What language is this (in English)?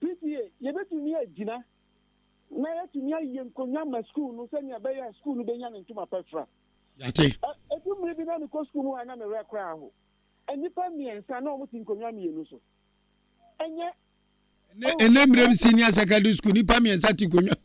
Akan